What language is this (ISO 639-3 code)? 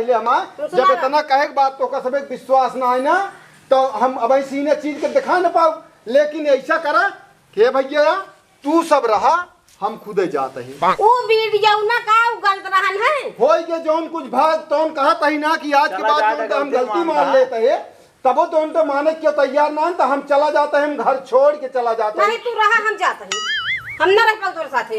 awa